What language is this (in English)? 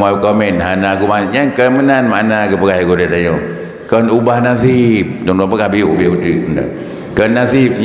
Achinese